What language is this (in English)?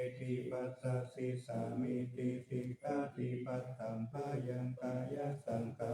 Pali